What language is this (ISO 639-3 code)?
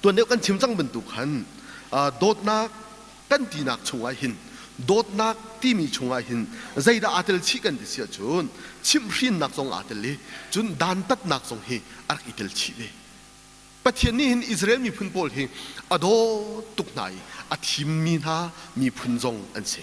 cnh